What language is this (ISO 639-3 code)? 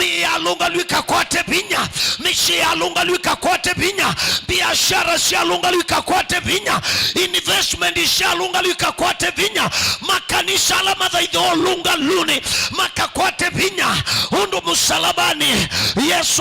kam